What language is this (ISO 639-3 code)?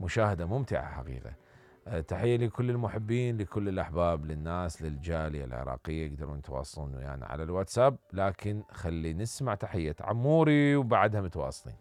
acm